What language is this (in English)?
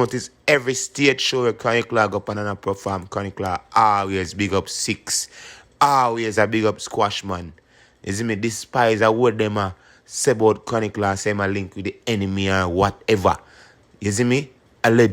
Jamaican Creole English